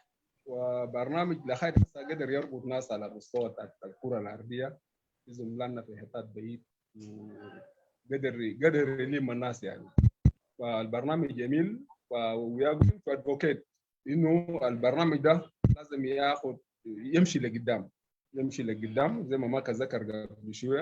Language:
Sudanese Arabic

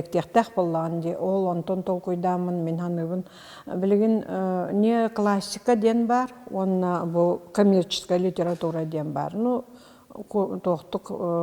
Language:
Yakut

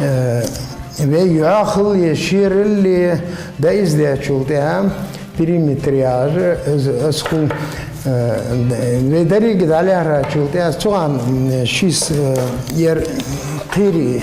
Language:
Ingush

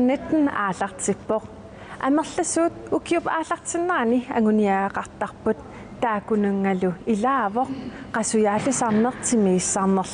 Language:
Kalaallisut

